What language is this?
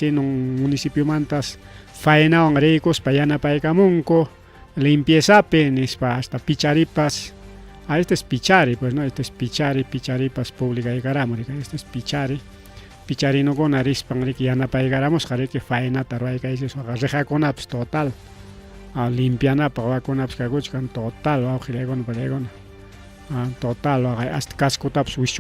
Ayacucho Quechua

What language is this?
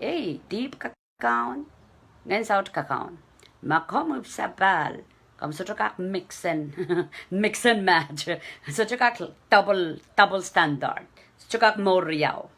Pohnpeian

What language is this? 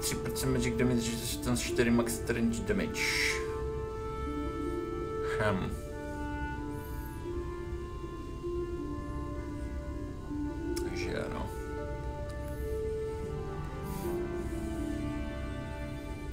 Czech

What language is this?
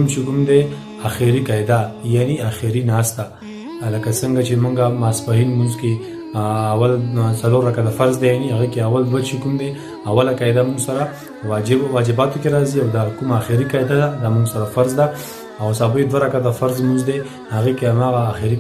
Pashto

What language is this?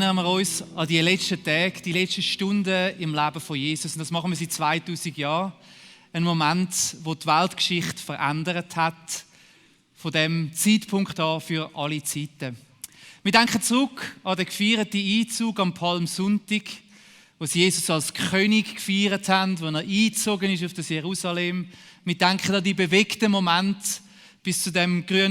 Swiss German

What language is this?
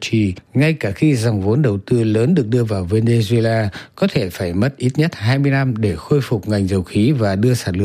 Vietnamese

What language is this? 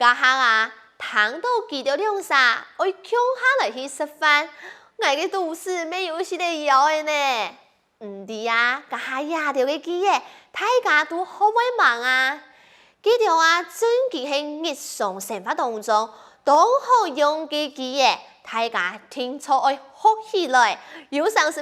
Hakka Chinese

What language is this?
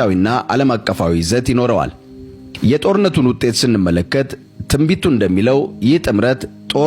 Amharic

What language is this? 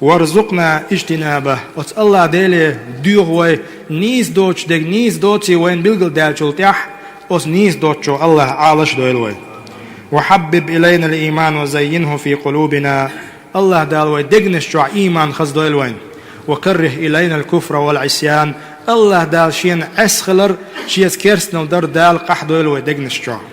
Chechen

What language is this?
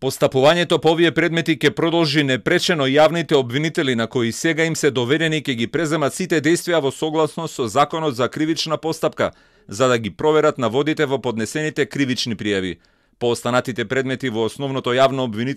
Macedonian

